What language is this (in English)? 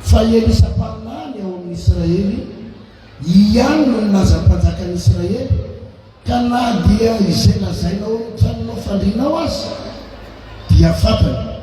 Malagasy